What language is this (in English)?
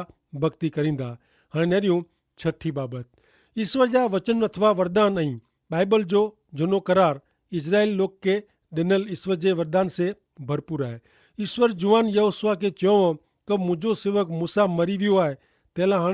Kachhi